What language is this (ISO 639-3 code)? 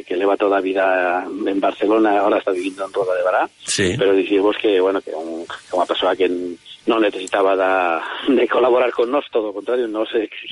glg